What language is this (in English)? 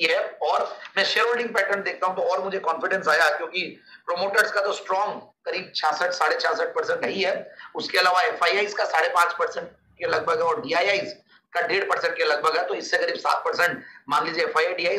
Hindi